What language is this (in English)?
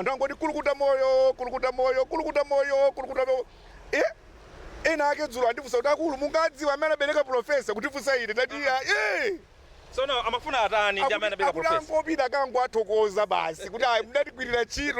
Nyanja